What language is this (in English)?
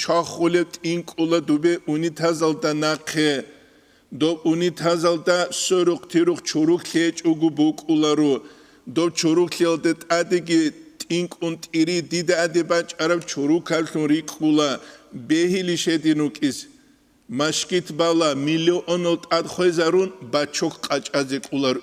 Avaric